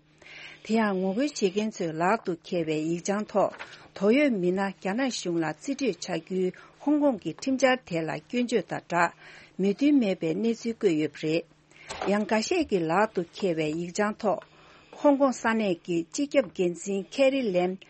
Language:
Tibetan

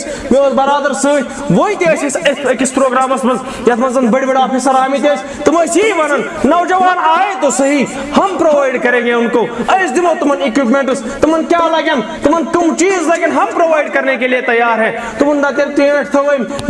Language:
Kashmiri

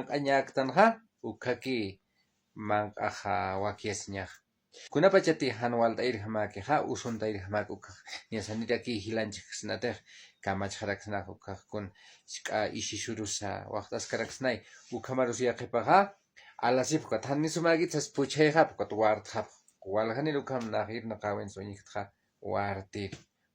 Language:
Aymara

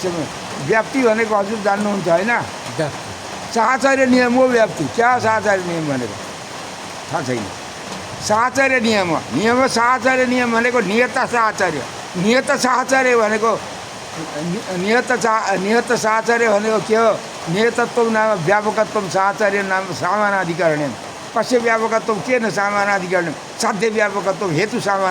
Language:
Nepali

